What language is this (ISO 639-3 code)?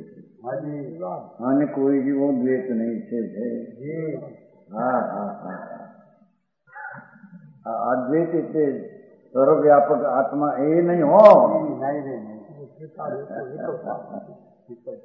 guj